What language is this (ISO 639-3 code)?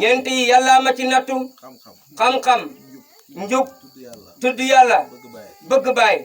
wol